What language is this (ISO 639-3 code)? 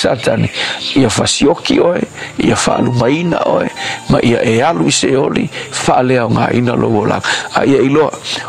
smo